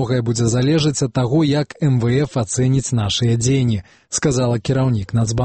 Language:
Belarusian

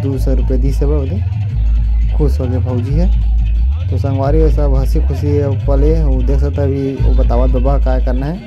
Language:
Chhattisgarhi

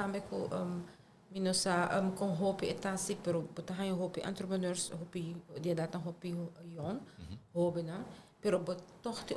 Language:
Papiamento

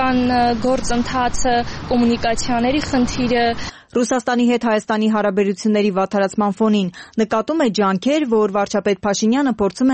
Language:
Armenian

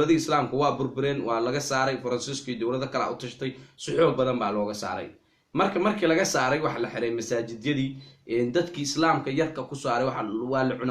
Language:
Somali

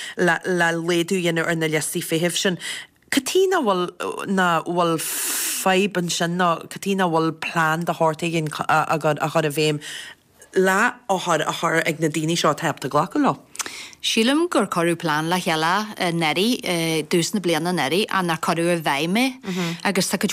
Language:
Irish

